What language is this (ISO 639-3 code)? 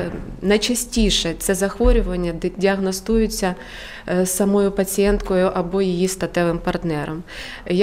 ukr